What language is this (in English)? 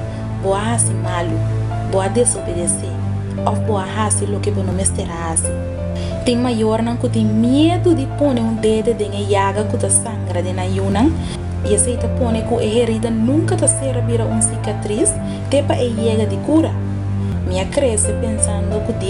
Papiamento